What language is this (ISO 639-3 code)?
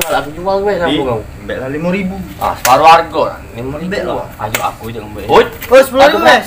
mui